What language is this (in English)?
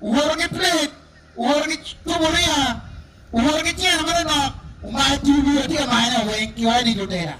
Acoli